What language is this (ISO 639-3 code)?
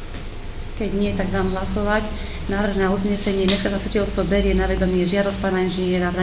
slk